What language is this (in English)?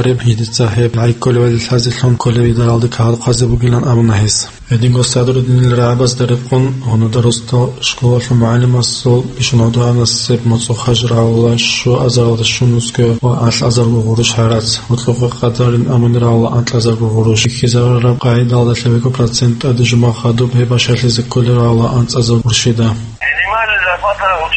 Avaric